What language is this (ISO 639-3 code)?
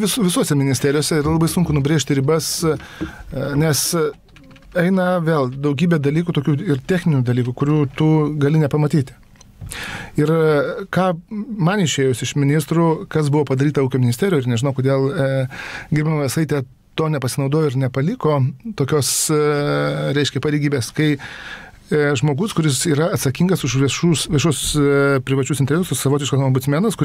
lit